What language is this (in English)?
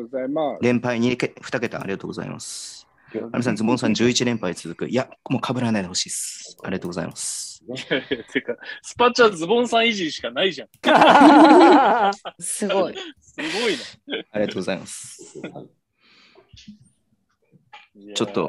Japanese